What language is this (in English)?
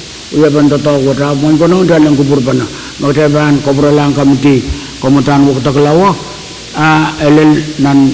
Pohnpeian